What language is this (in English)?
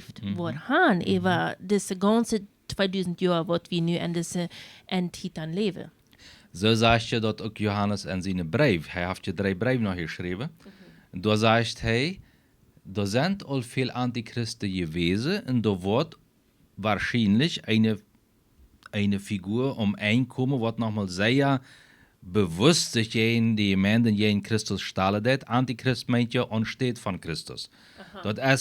Plautdietsch